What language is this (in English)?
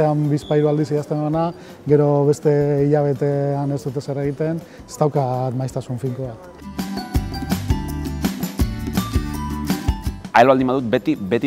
Basque